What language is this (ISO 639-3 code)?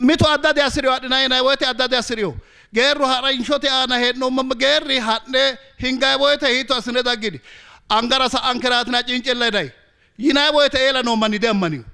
sid